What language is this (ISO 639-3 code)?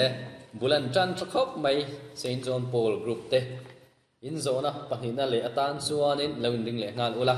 lus